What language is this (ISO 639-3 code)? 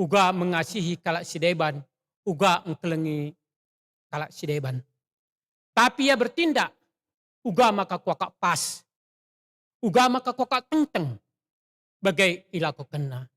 btx